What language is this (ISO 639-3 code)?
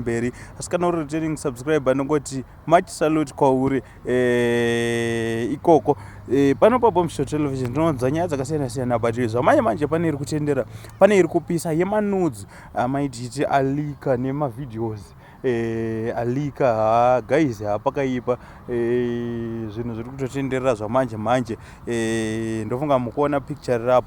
sna